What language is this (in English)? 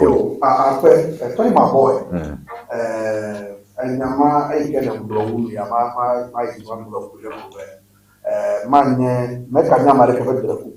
Ewe